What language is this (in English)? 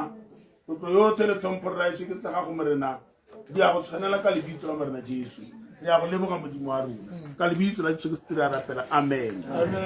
Tswana